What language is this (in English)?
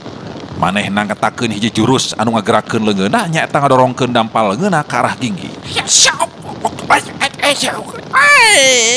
Sundanese